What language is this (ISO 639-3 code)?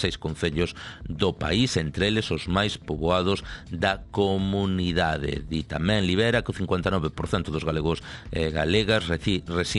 glg